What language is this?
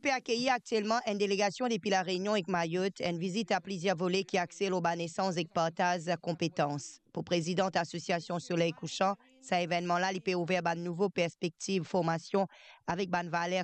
Morisyen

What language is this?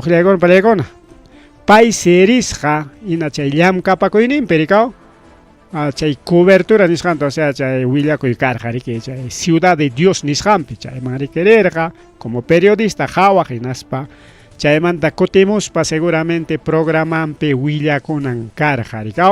Ayacucho Quechua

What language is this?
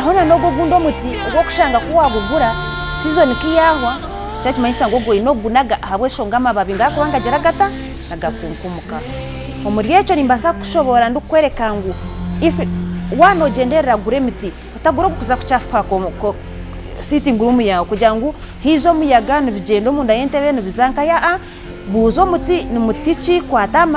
Nyankole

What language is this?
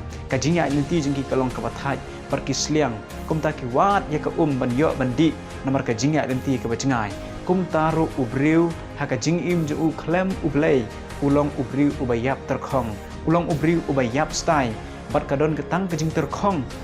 Khasi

